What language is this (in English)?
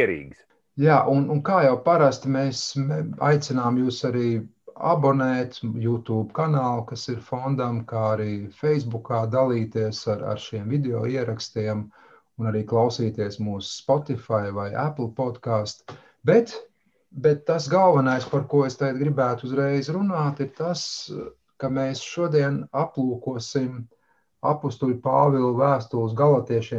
Latvian